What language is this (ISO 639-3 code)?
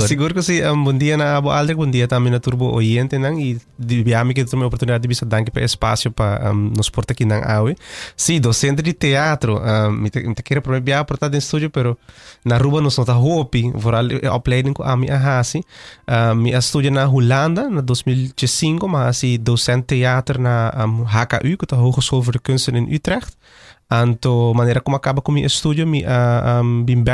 pap